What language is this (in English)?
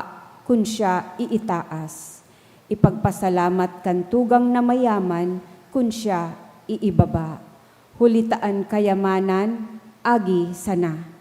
Bikol